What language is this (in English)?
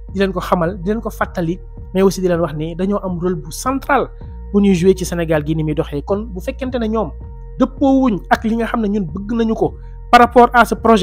Wolof